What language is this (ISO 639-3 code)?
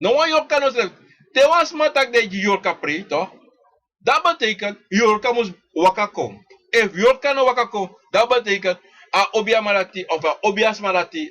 srn